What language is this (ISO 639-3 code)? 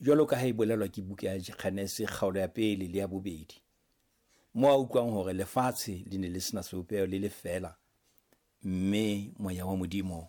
sot